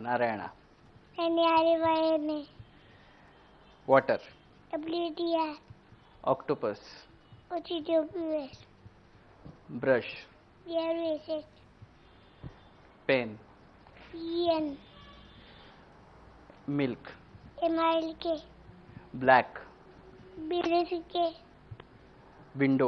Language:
Marathi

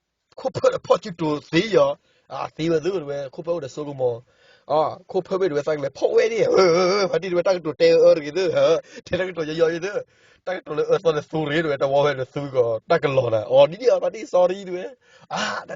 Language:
S'gaw Karen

